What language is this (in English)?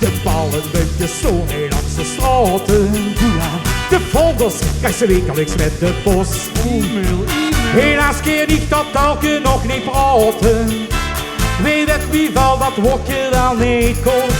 Limburgish